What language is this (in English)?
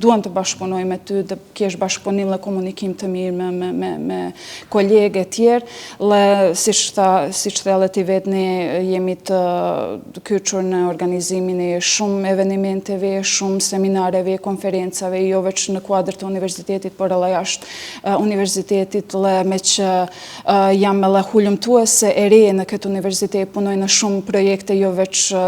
Albanian